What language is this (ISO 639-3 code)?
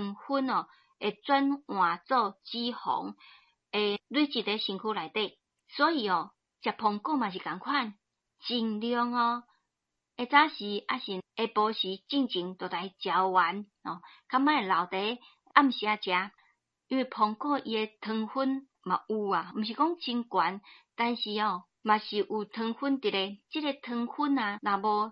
nan